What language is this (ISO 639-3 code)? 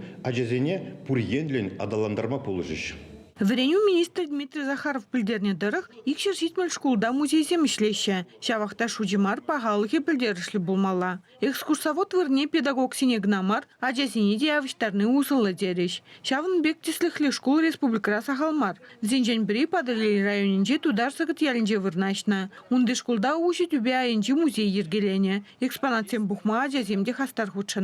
chv